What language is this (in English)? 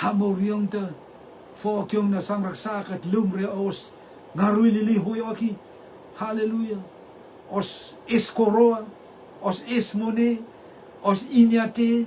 Rotuman